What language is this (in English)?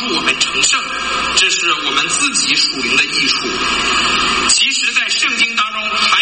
Chinese